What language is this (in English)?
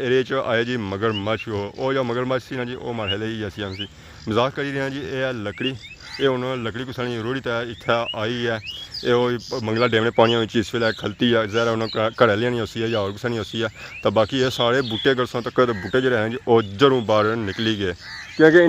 Pahari-Potwari